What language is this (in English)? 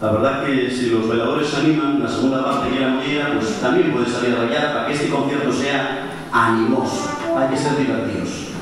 Asturian